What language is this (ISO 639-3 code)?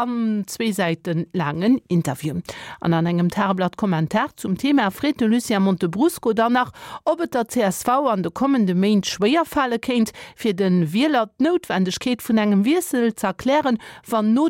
ltz